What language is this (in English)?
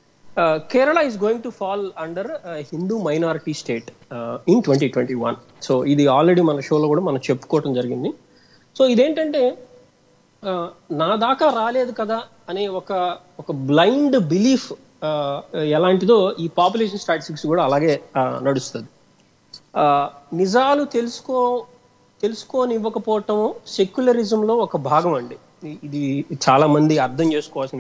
Telugu